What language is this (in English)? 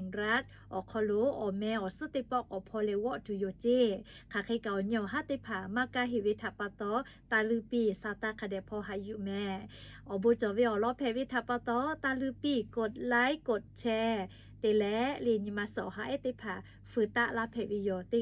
Lahu